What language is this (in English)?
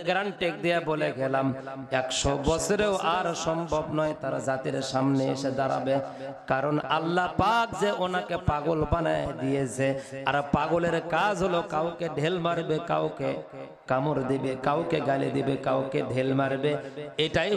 Bangla